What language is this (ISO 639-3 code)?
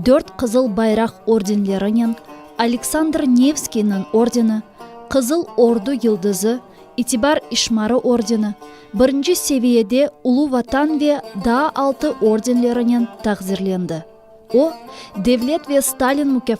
crh